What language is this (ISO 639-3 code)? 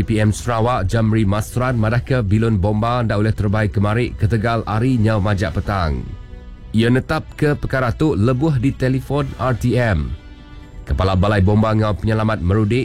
iba